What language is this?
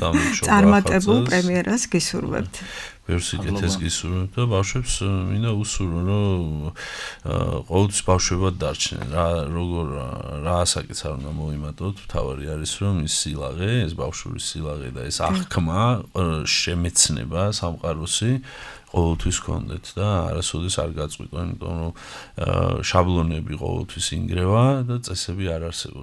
Georgian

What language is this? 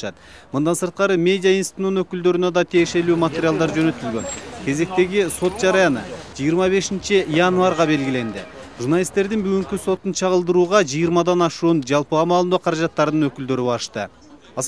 Kyrgyz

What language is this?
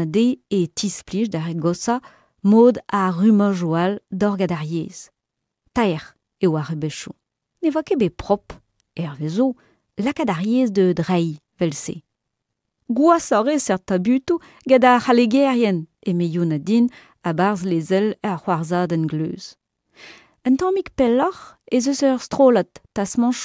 Breton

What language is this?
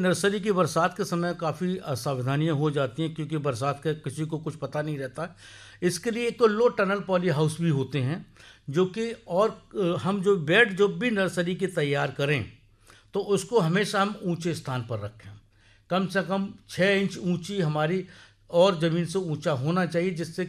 Hindi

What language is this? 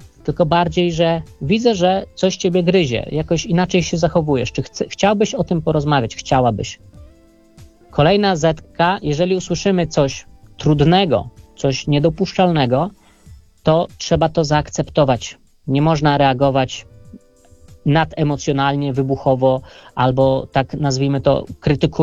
Polish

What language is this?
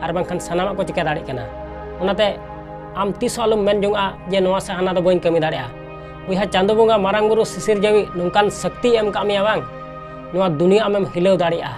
Santali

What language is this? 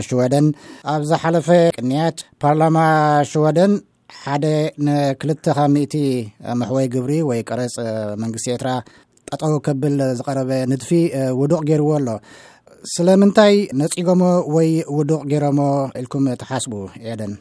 Tigrinya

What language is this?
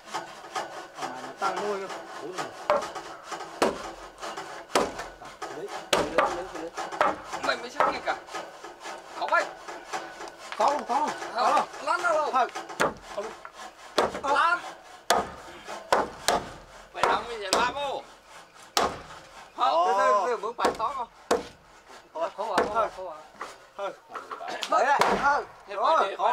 Vietnamese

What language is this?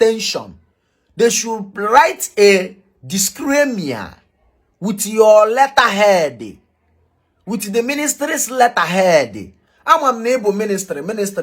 Igbo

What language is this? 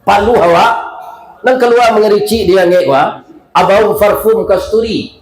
Minangkabau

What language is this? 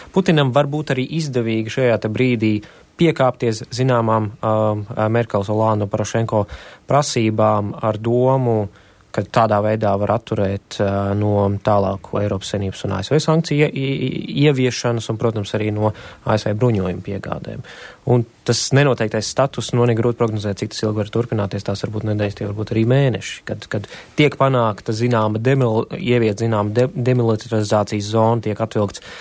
Latvian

